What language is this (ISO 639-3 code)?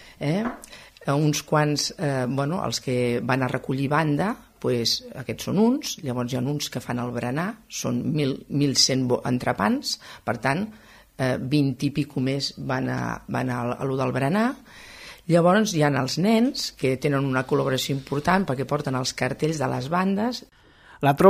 cat